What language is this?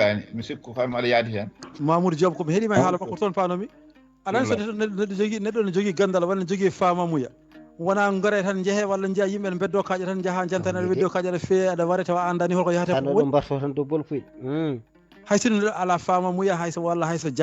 Fula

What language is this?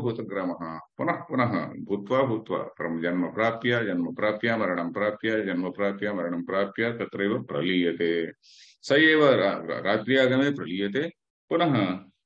Sanskrit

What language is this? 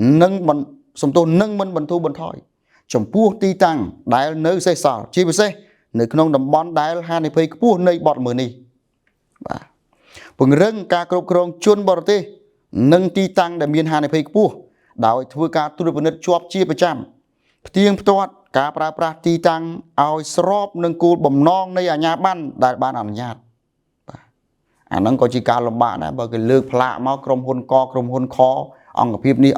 Khmer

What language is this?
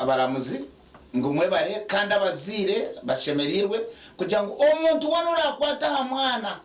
Nyankole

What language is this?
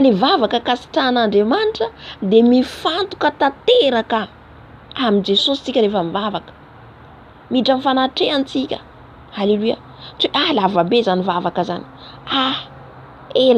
Malagasy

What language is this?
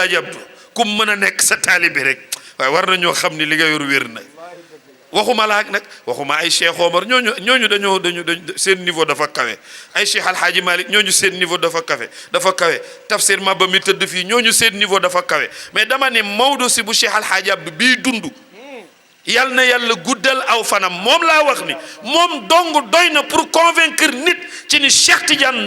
Wolof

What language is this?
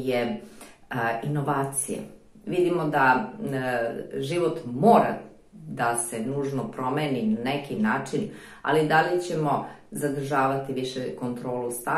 Serbian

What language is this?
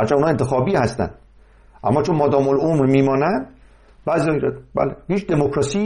Persian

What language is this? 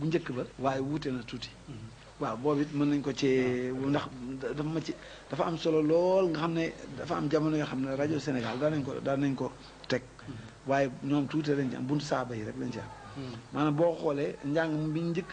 Wolof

